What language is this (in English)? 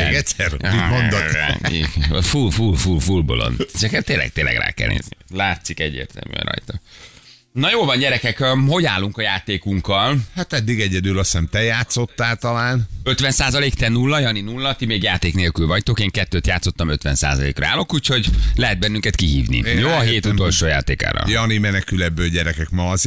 Hungarian